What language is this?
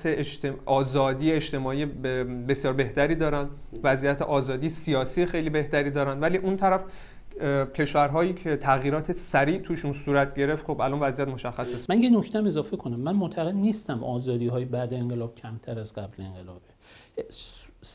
Persian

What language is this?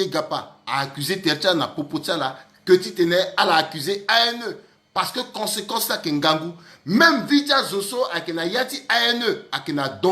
Sango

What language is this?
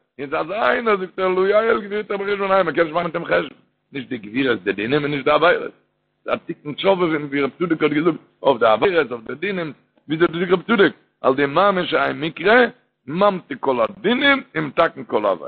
Yiddish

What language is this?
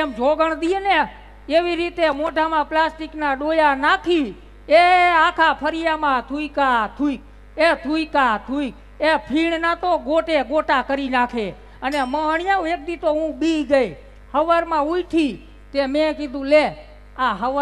Gujarati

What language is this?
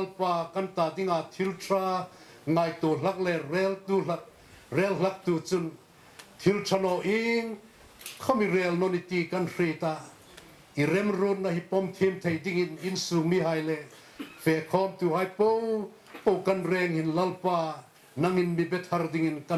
Hmar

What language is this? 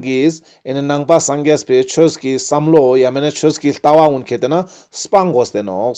Ladakhi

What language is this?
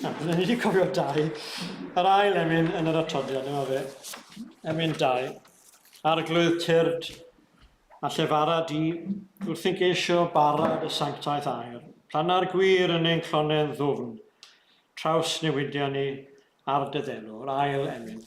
Welsh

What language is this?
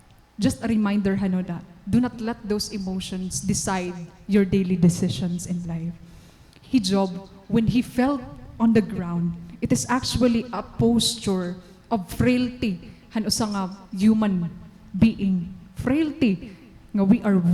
Waray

